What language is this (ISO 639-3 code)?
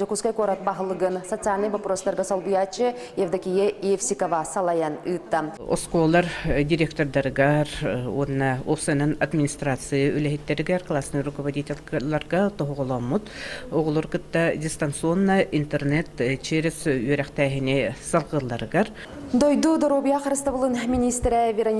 sah